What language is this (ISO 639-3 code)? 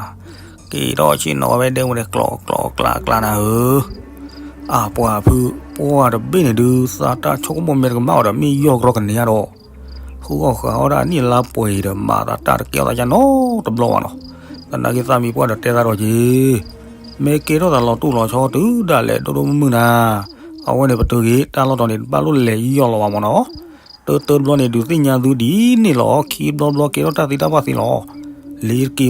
ksw